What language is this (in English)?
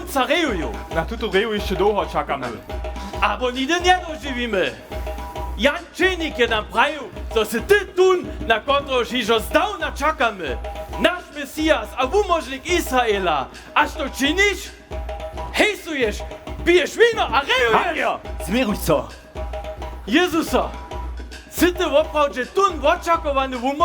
Upper Sorbian